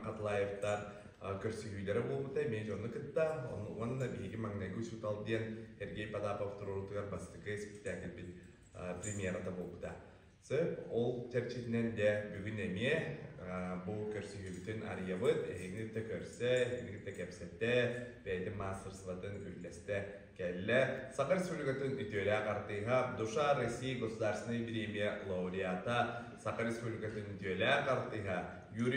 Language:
Yakut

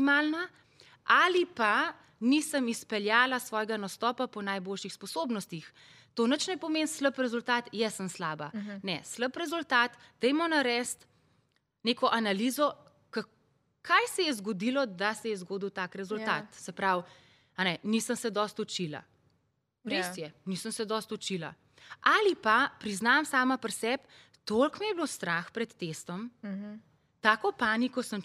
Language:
Slovenian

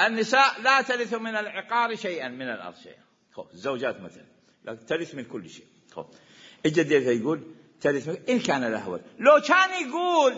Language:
Mesopotamian Arabic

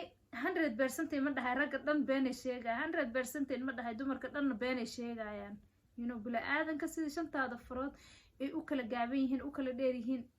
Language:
Somali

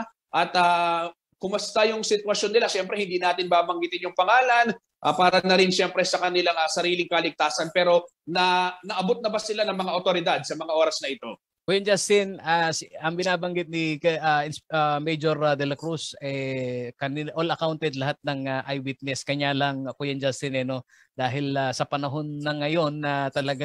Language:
Filipino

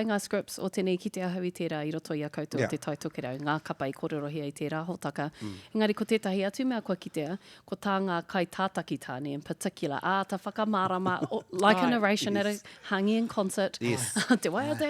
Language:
Māori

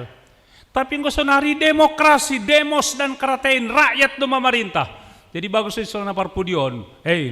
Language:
Batak Simalungun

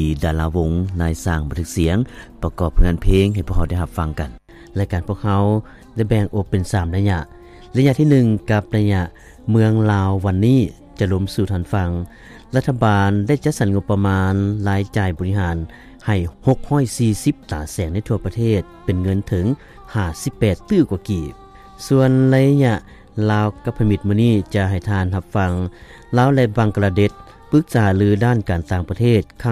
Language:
Lao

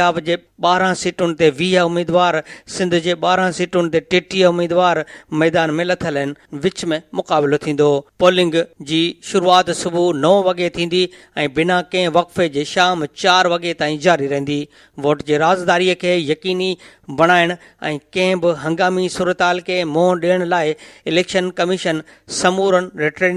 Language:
Sindhi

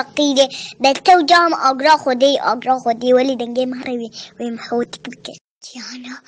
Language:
Kurdish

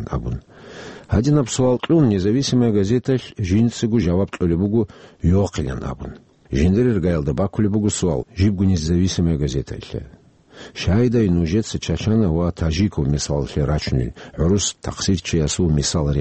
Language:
Avaric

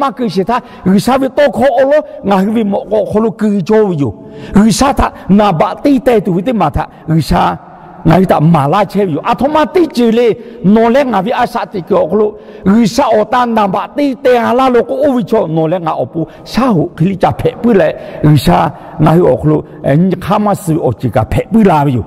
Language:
Lahu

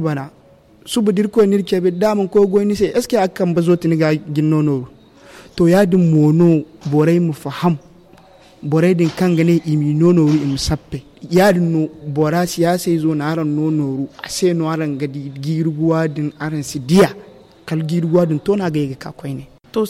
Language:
Zarma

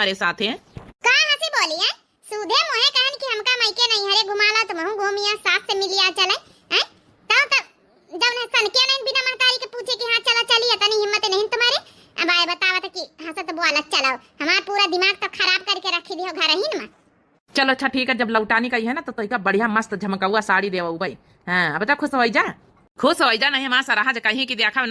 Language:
Awadhi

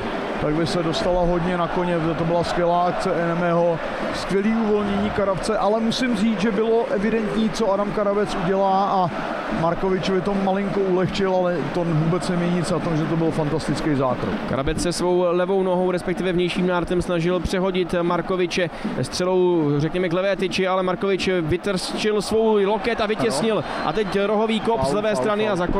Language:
Czech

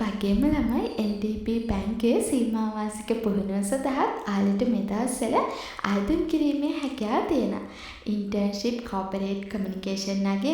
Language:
Sinhala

